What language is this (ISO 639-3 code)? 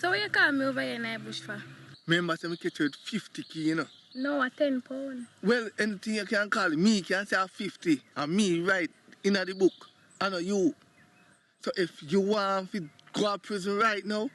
jam